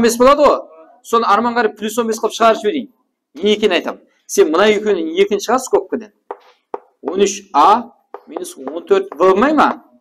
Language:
Kara-Kalpak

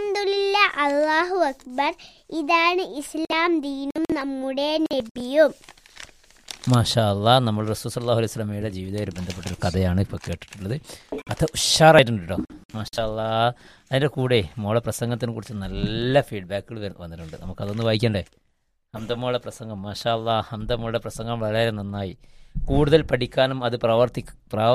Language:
Malayalam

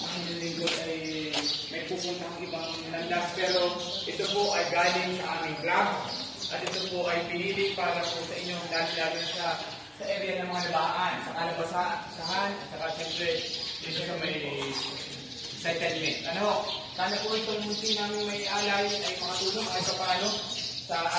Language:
Filipino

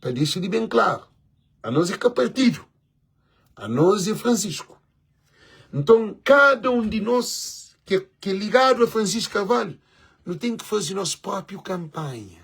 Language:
Kabuverdianu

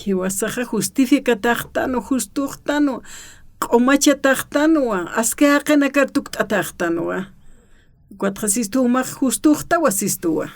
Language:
Aymara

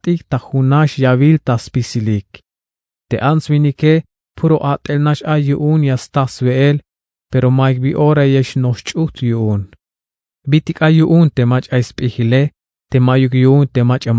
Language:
Tzeltal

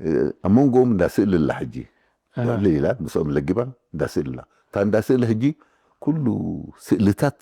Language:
Tigrinya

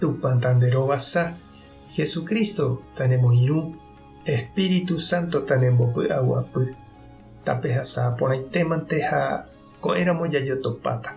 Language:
Guarani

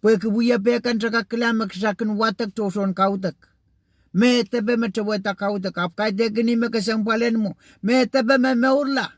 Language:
Pohnpeian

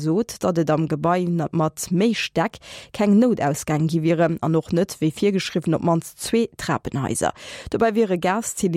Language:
Luxembourgish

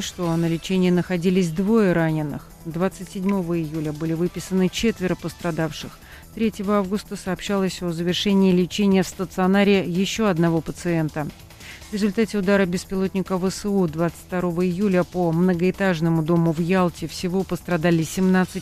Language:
Russian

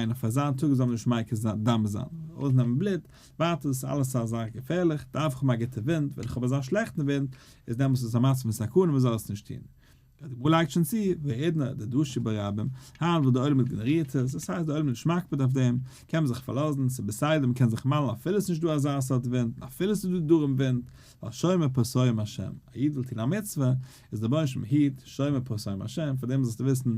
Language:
Yiddish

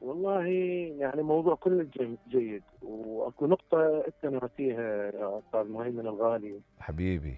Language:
Mesopotamian Arabic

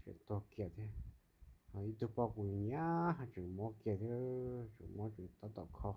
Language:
Hmong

